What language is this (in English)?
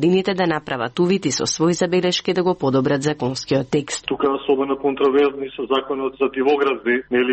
Macedonian